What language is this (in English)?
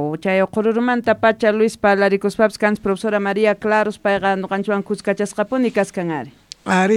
South Bolivian Quechua